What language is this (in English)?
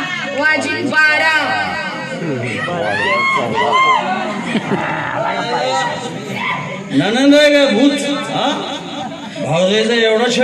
Marathi